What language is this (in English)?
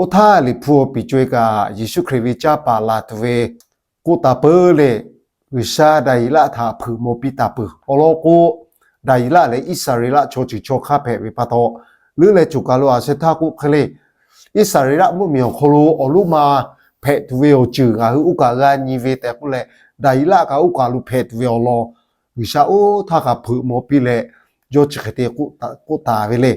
Lahu